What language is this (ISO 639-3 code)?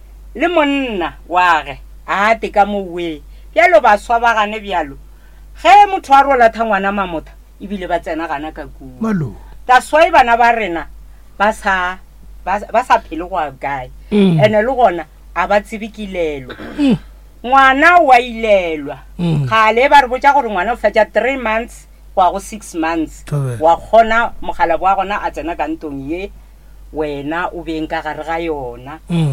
nso